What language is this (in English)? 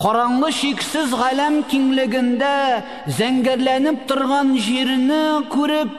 Tatar